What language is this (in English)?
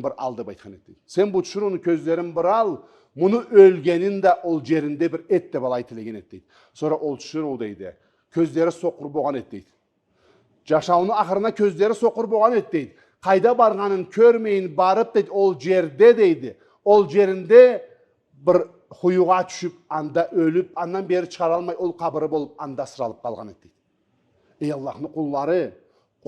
Karachay-Balkar